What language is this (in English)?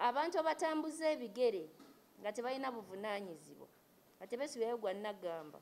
Ganda